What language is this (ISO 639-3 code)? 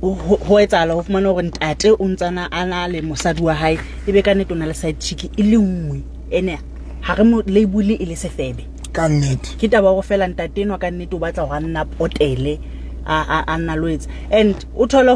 sot